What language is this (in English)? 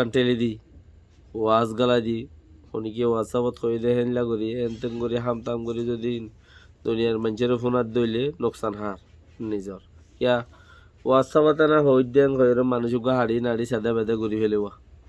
Rohingya